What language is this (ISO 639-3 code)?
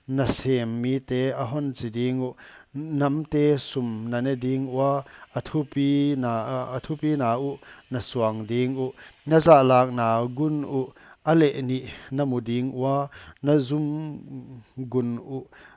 pck